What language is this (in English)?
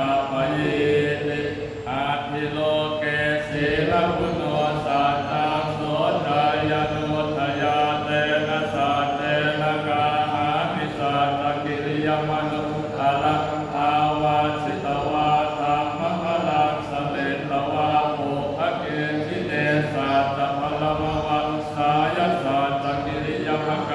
Pali